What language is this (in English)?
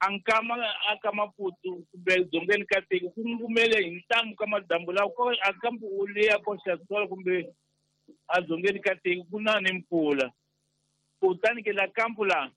Tsonga